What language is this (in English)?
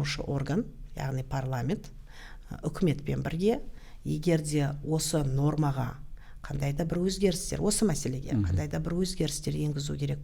Kazakh